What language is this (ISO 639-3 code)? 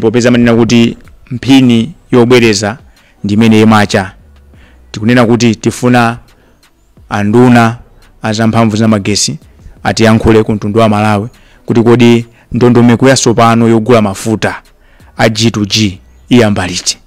nya